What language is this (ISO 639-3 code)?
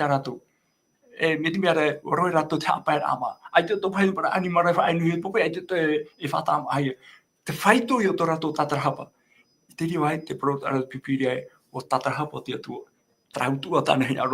tah